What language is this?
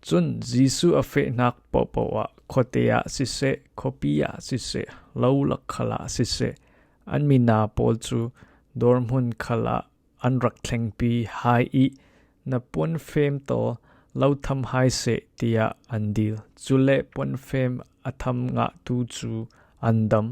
Falam Chin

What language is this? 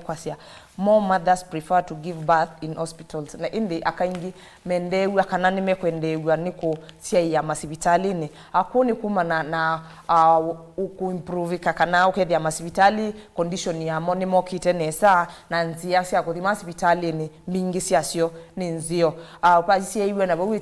Kamba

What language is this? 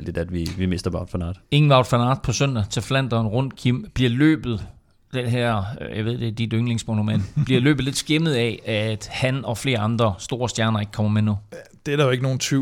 Danish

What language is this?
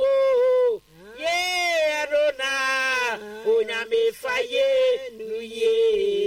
Akan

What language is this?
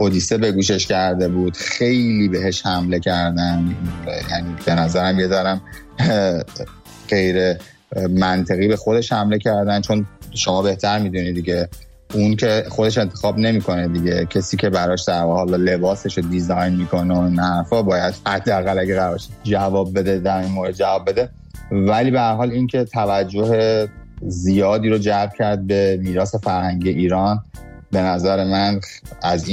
Persian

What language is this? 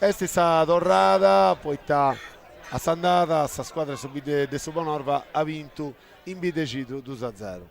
Sardinian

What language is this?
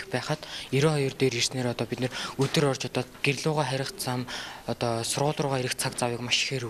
Mongolian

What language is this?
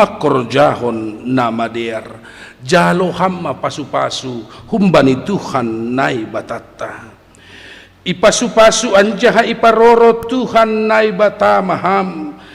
Batak Simalungun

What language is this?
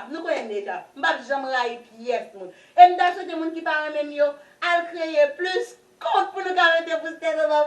Haitian Creole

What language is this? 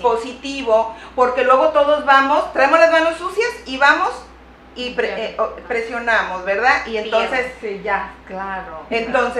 Spanish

